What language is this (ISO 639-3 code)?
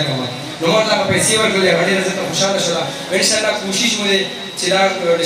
pus